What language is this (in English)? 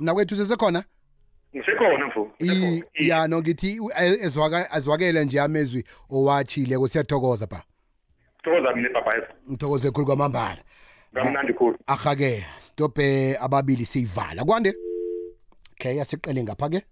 South Ndebele